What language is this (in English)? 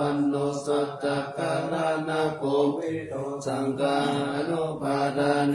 Pali